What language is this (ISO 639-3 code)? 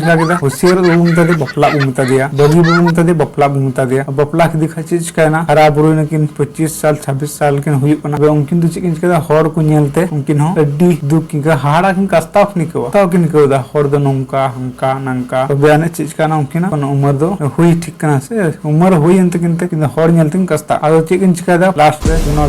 sat